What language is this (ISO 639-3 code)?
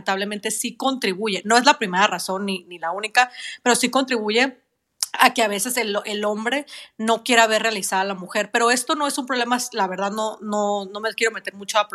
spa